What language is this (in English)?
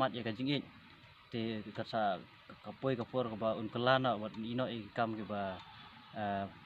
Khasi